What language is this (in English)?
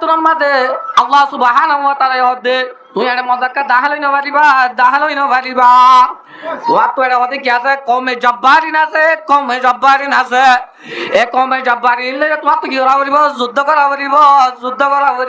Rohingya